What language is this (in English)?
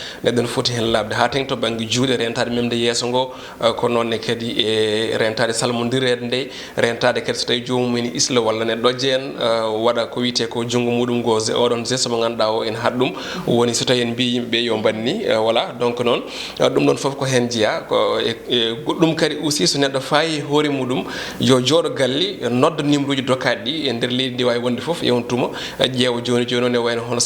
Fula